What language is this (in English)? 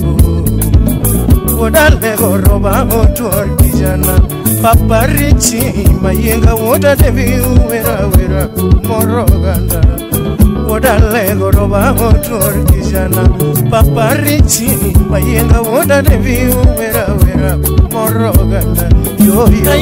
Luo (Kenya and Tanzania)